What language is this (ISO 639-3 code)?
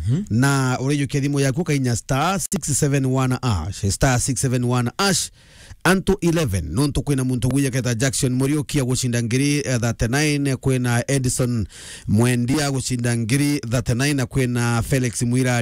mer